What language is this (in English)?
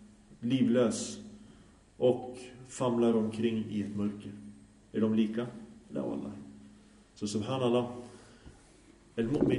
Swedish